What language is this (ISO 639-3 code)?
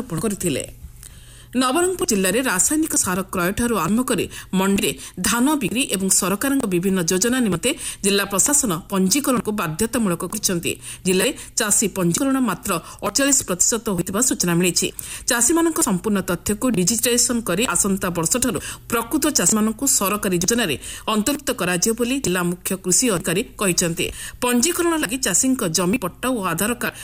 ori